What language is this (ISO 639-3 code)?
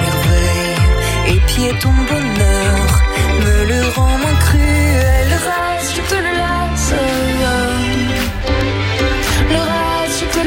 fra